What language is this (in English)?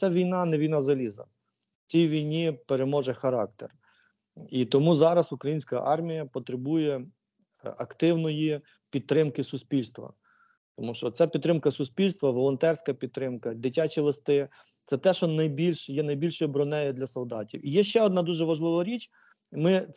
Ukrainian